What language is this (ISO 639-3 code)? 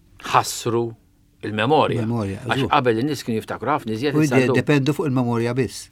mlt